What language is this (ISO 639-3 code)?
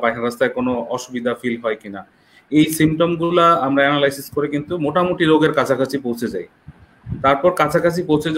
ben